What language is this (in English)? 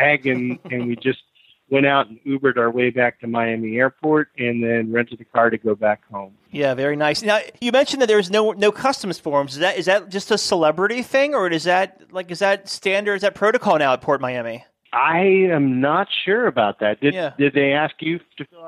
English